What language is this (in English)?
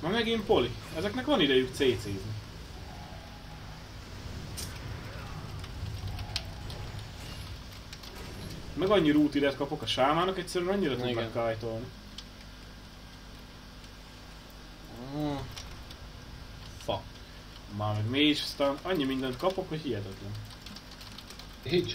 Hungarian